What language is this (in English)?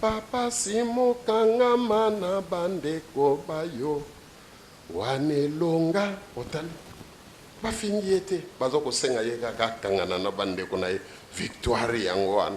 Lingala